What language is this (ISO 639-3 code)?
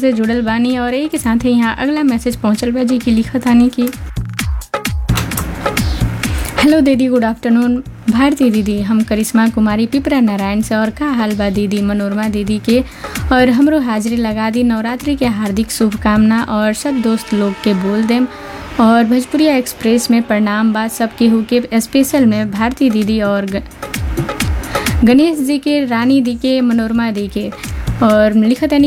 bho